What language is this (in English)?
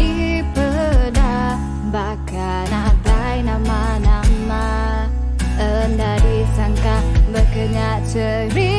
Iban